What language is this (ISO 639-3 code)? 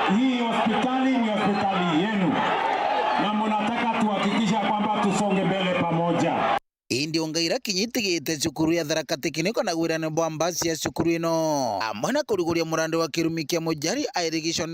mer